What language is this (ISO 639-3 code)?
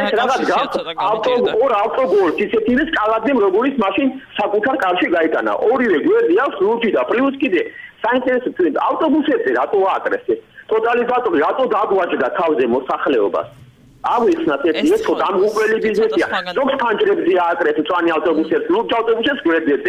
kat